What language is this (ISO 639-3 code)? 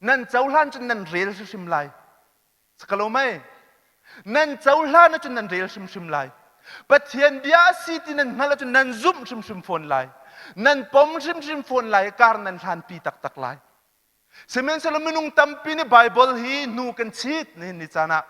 cnh